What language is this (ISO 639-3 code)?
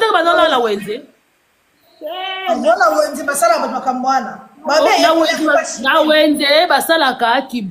lin